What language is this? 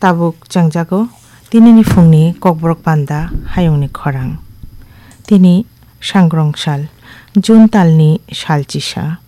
Kok Borok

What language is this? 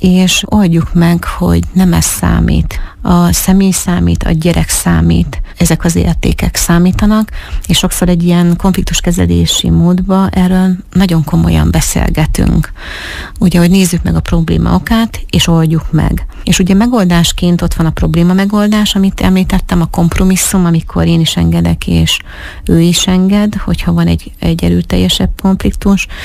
Hungarian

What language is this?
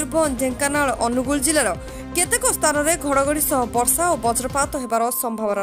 Odia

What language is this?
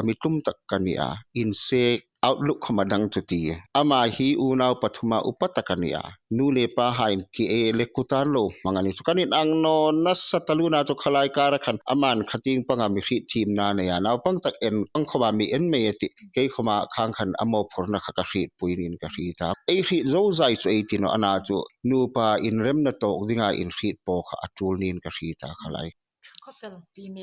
Hmar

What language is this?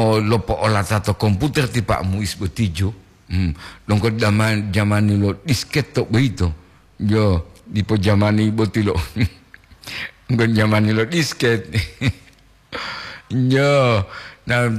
Gorontalo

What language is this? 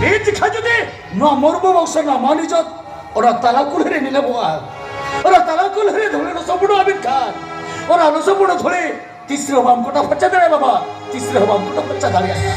Santali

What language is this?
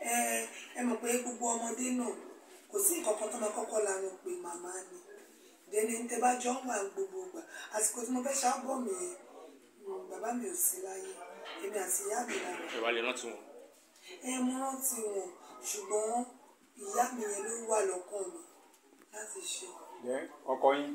Yoruba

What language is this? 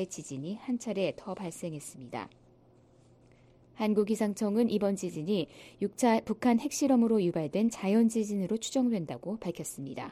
Korean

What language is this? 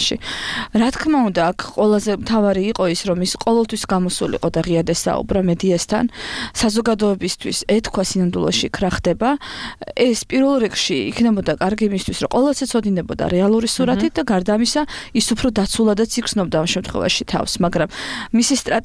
Georgian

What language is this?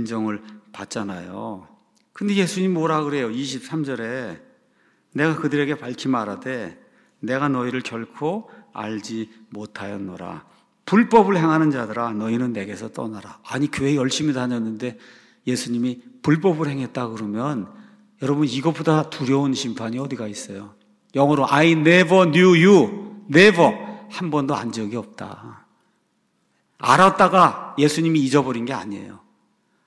Korean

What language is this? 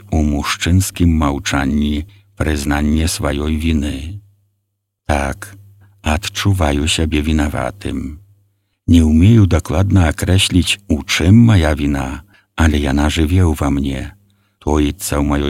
Belarusian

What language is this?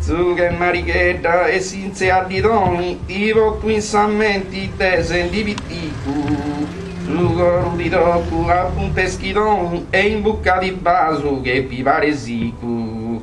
Sardinian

